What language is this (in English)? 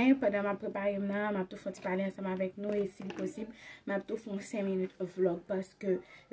Haitian Creole